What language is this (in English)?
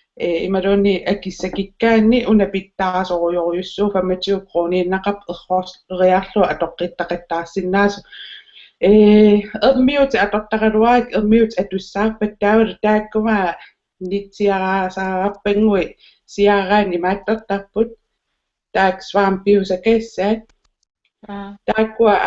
Kalaallisut